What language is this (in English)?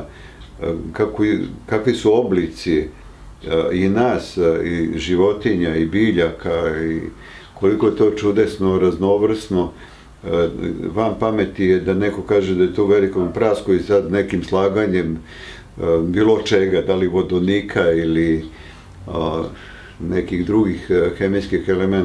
Serbian